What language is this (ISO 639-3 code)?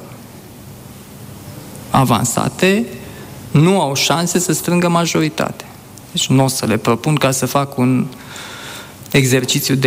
ron